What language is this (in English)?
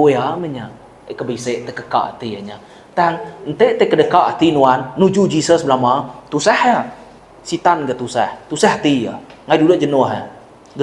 Iban